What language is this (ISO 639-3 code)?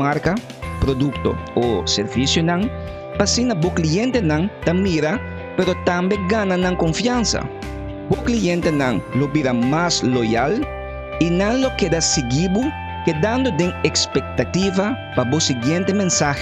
pap